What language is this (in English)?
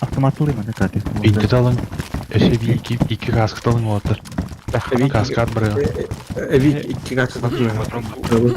Yakut